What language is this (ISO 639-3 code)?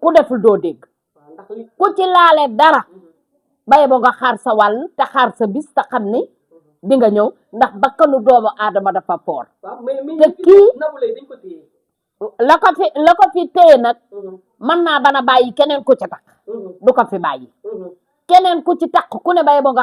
wol